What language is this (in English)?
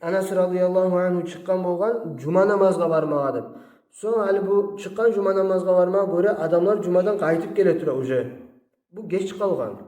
Kumyk